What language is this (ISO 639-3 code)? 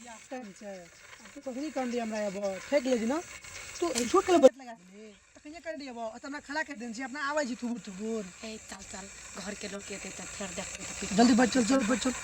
mai